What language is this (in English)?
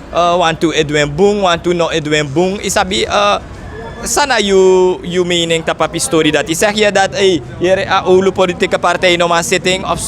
Sranan Tongo